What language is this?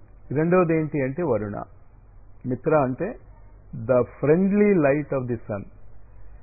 Telugu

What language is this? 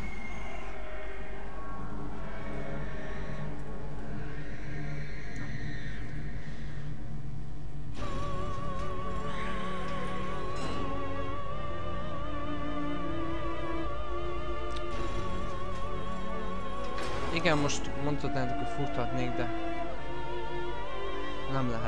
Hungarian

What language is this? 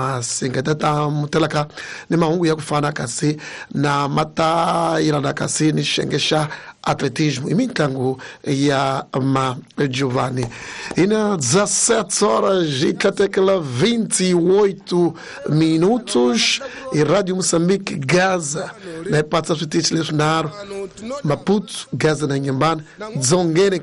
Tsonga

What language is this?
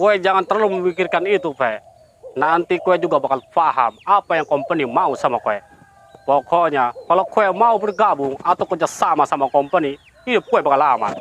Betawi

